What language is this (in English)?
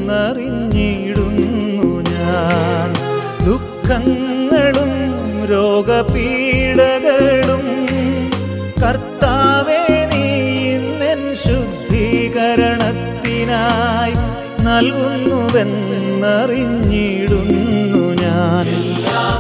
Malayalam